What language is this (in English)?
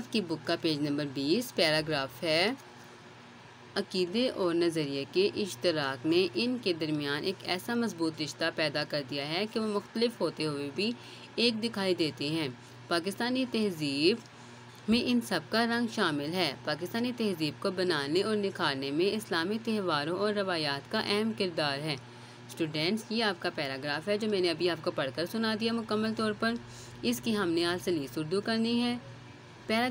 Urdu